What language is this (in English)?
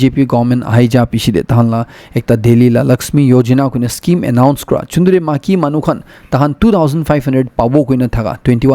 Naga Pidgin